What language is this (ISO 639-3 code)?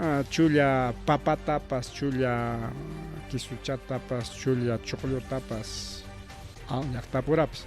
quy